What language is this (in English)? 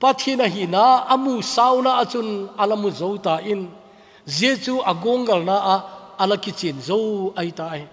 Thado Chin